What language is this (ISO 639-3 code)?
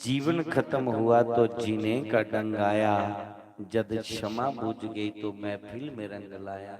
doi